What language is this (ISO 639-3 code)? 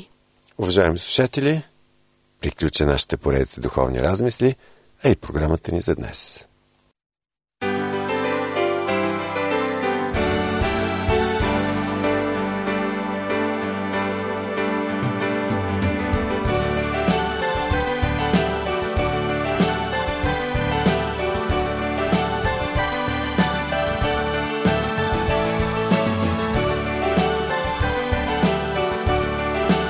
bul